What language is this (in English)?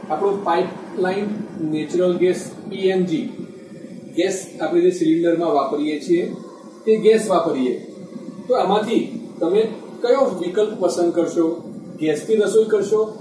Gujarati